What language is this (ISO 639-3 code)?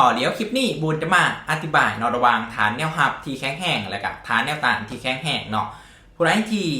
lao